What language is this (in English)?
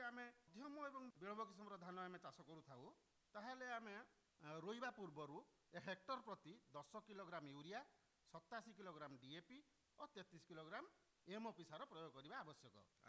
Odia